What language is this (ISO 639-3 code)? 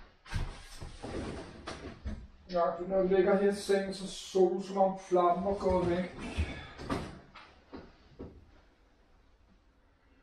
dan